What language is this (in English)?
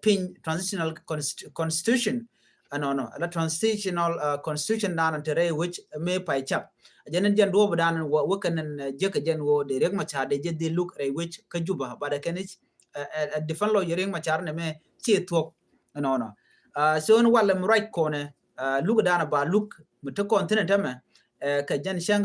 Nuer